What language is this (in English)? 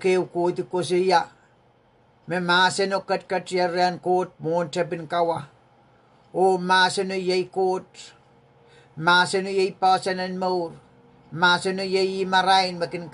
Pohnpeian